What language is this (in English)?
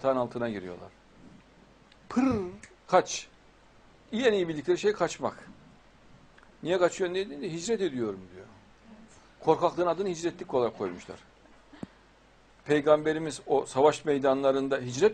Turkish